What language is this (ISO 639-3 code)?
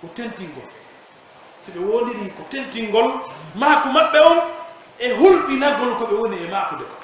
fuf